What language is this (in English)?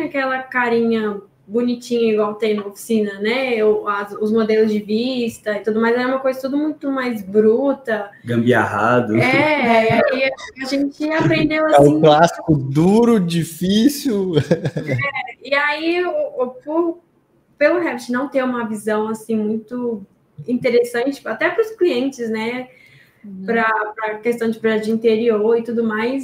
Portuguese